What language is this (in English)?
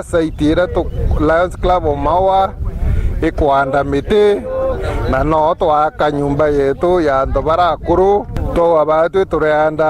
Meru